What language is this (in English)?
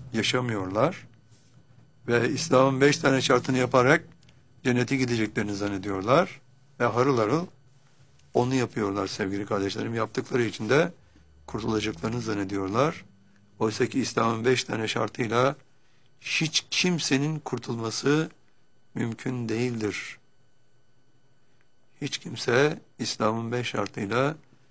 Turkish